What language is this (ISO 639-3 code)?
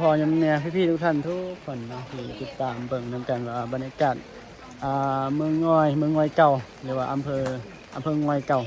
tts